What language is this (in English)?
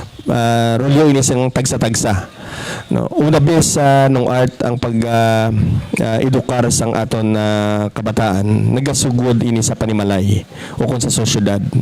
Hiligaynon